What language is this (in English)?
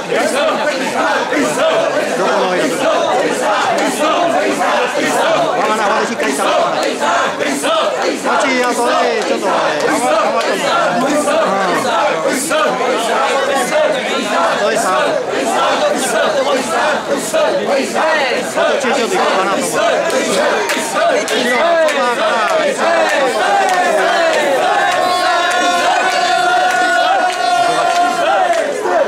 Japanese